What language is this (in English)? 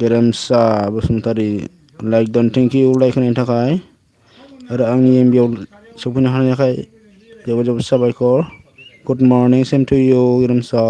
Bodo